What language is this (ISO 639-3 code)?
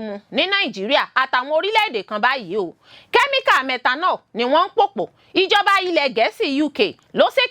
yor